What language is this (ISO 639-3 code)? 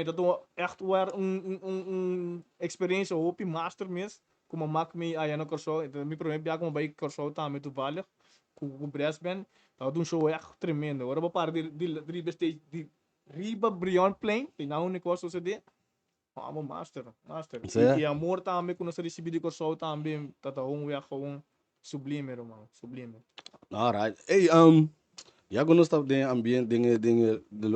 pap